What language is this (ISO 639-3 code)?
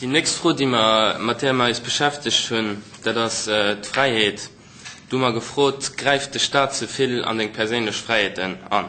ltz